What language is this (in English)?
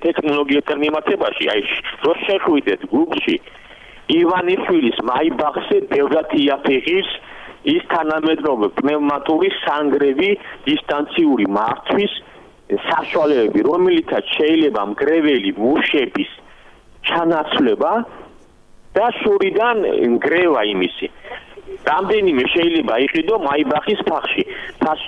Georgian